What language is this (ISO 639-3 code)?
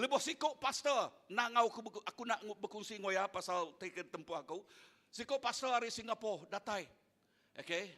iba